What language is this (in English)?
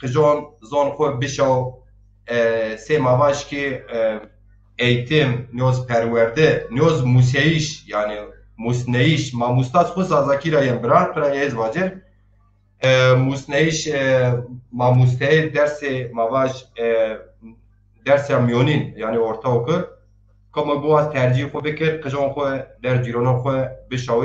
Zaza